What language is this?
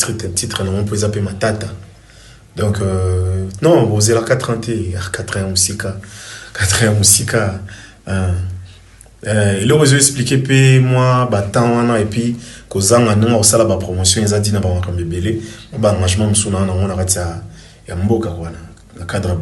Lingala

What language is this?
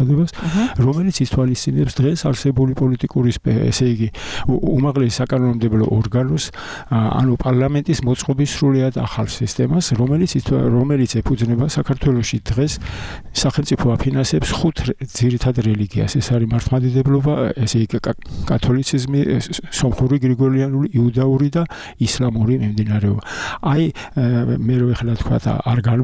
Georgian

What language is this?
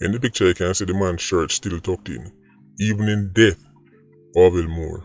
Jamaican Creole English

